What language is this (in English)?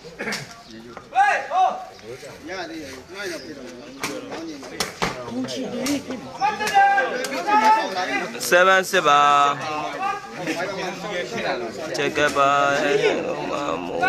Burmese